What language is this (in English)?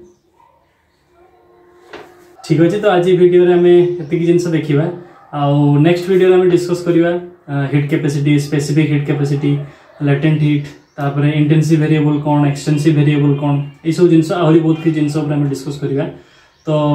Odia